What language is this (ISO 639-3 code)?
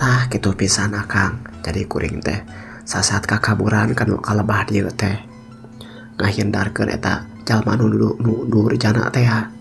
sun